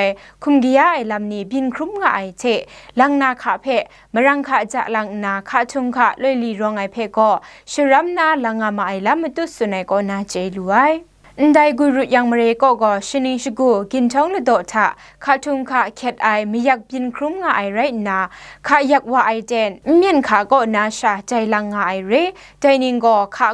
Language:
Kachin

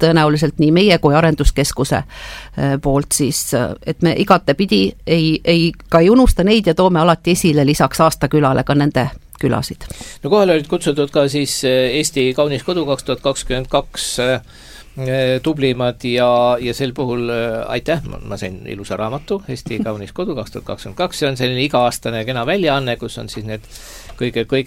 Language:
Estonian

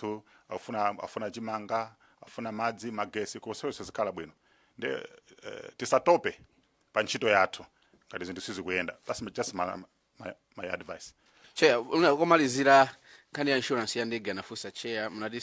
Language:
Nyanja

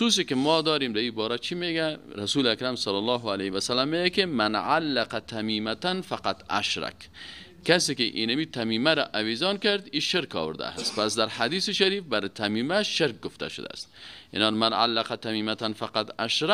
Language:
Persian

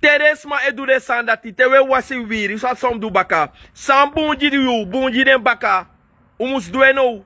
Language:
Sranan Tongo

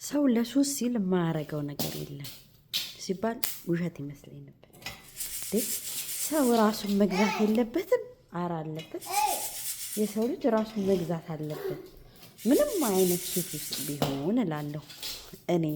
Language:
Amharic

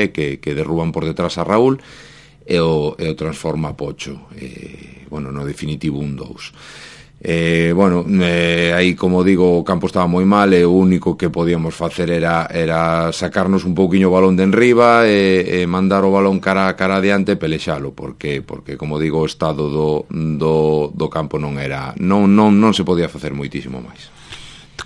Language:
Galician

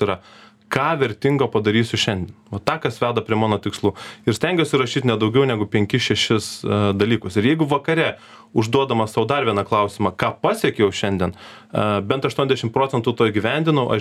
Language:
Lithuanian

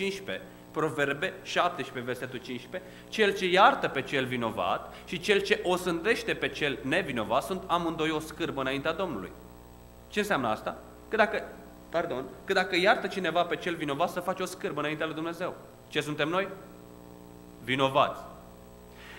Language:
Romanian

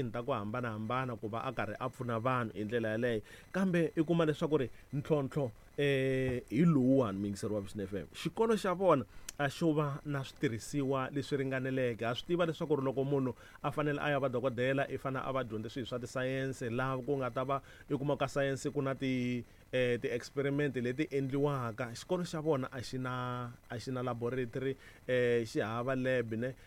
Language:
Tsonga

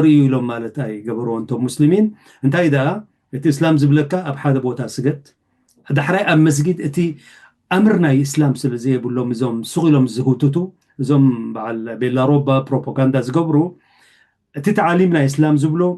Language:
Tigrinya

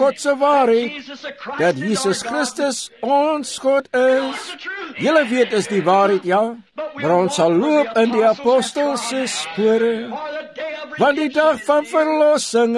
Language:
Afrikaans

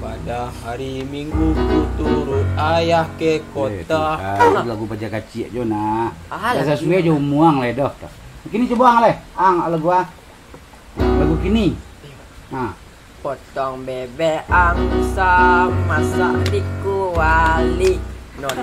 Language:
Minangkabau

